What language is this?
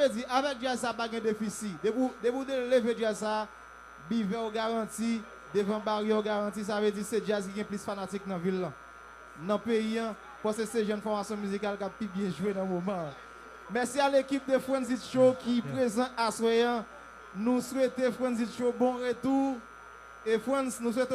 Haitian Creole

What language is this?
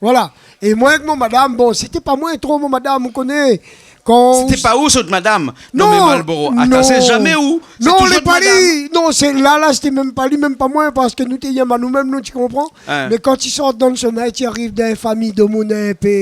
Réunion Creole French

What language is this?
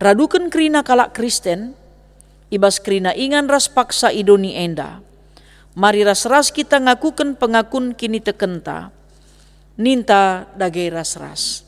Batak Karo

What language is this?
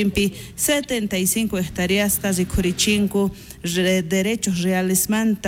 South Bolivian Quechua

